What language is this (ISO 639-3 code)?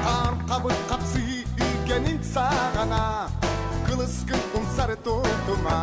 sah